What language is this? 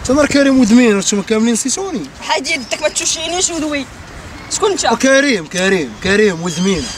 Moroccan Arabic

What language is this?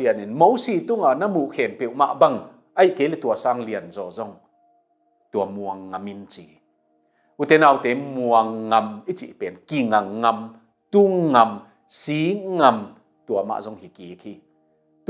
Tedim Chin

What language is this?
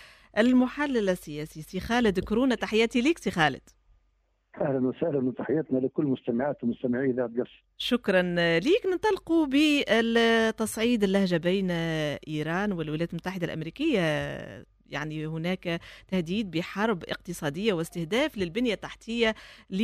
Tunisian Arabic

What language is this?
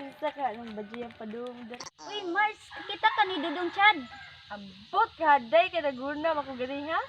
Cebuano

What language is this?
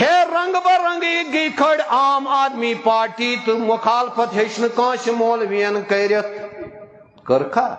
Kashmiri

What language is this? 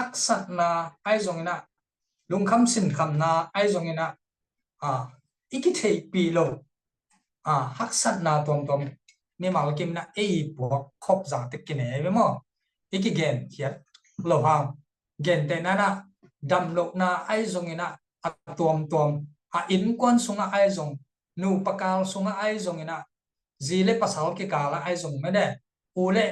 Tedim Chin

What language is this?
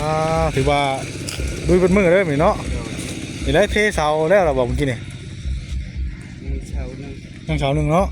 Northeastern Thai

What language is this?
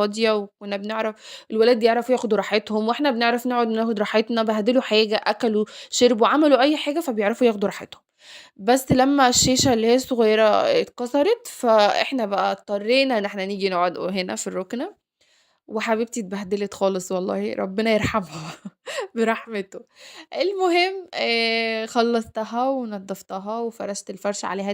Egyptian Arabic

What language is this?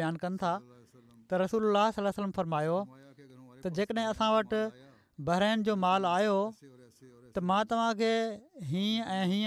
Sindhi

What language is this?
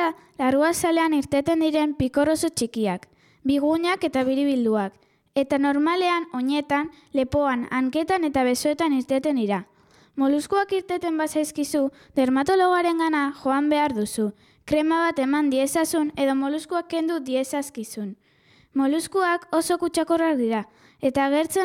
Basque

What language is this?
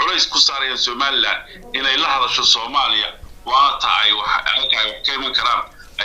Somali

